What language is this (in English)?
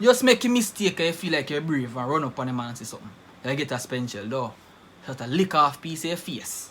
Jamaican Creole English